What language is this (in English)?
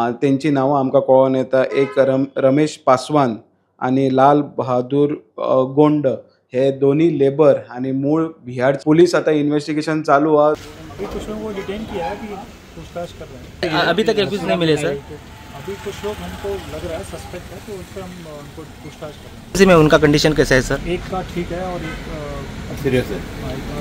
Konkani